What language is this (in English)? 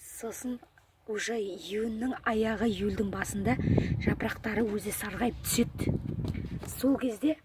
Kazakh